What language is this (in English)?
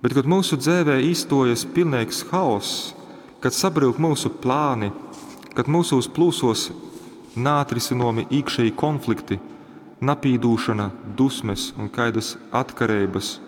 Latgalian